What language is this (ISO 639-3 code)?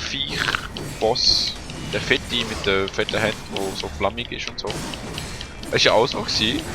gsw